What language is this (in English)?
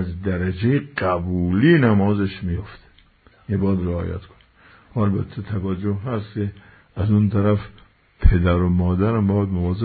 Persian